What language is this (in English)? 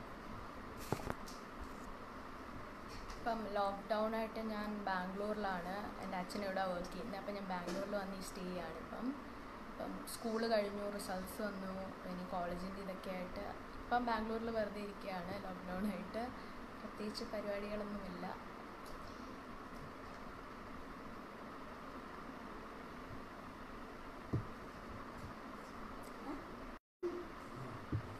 Malayalam